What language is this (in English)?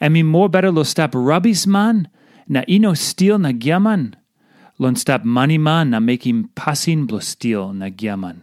Tok Pisin